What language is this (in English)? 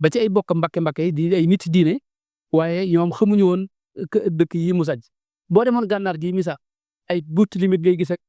Wolof